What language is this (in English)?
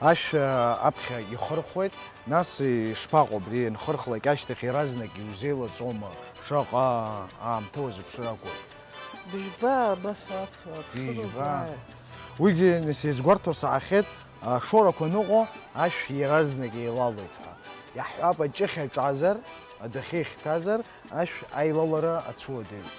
Abkhazian